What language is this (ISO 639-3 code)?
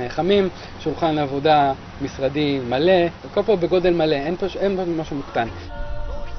heb